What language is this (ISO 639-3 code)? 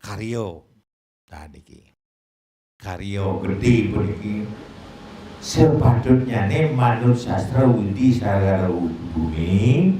ban